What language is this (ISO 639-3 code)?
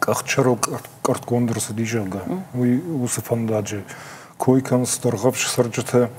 oss